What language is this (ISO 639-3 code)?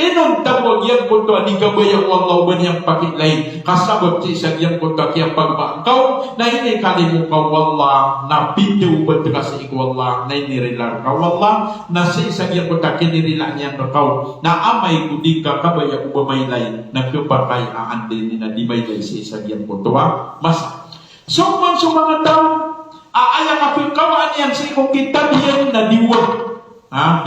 mrw